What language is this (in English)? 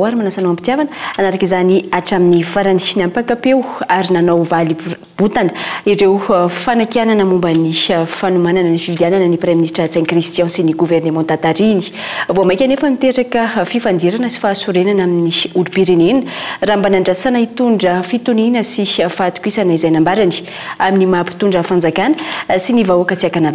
Malagasy